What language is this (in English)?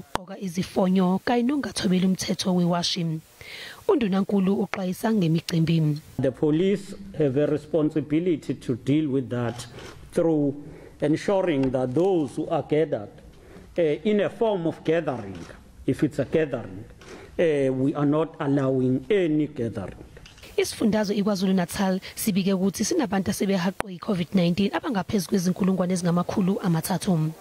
Zulu